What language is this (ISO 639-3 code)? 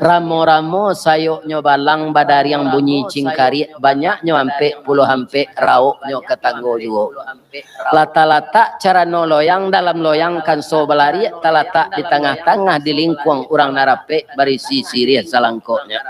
min